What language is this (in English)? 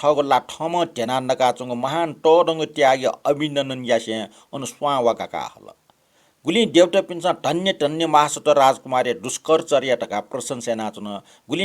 Newari